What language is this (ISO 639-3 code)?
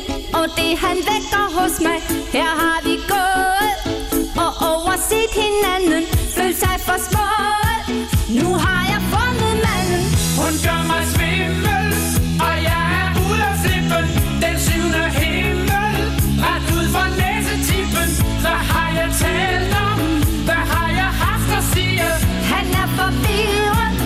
dan